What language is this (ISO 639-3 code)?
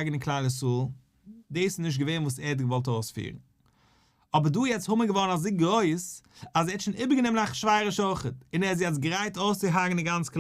yid